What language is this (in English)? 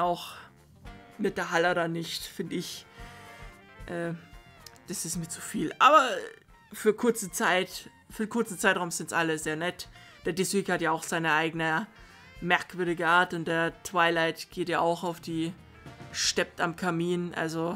German